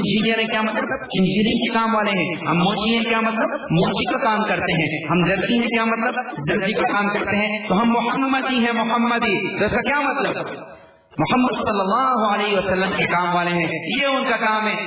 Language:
Urdu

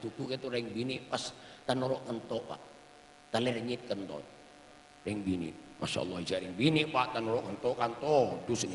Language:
Madurese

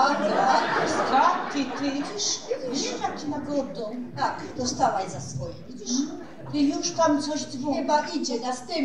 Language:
Silesian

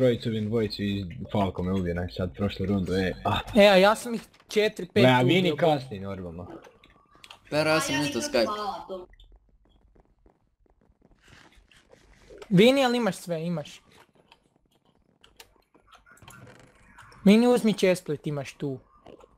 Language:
Croatian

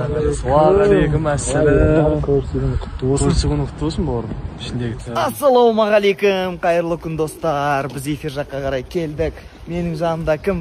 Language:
Kazakh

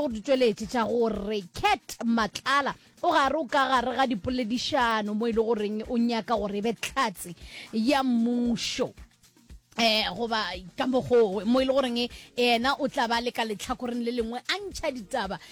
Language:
Northern Sotho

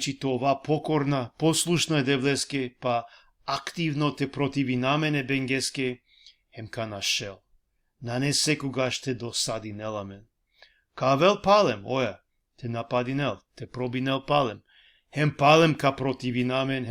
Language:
Balkan Romani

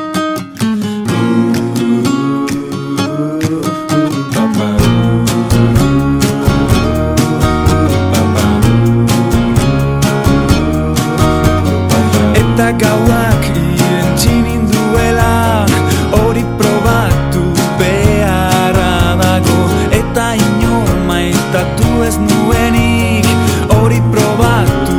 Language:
Basque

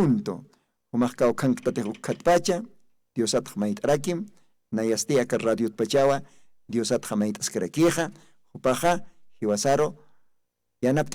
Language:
Aymara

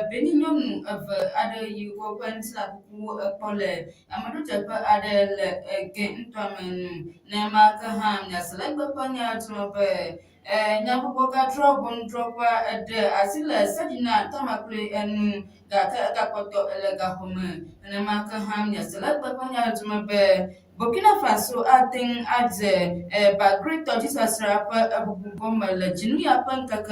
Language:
Ewe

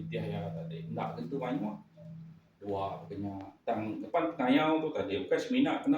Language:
Iban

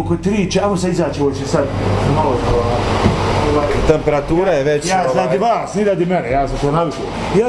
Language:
Bosnian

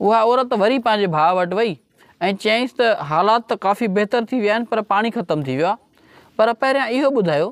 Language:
Sindhi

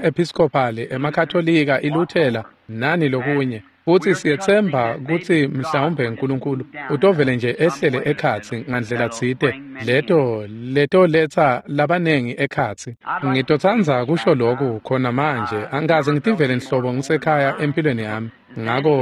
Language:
Swati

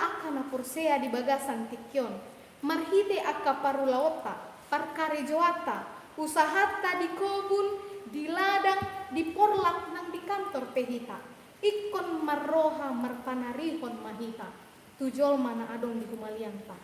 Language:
Batak Toba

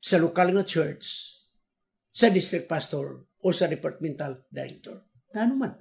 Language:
Cebuano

